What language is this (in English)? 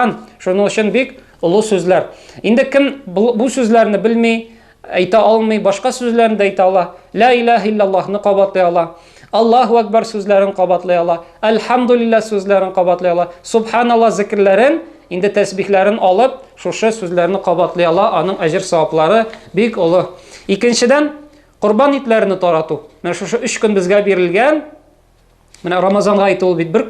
Tatar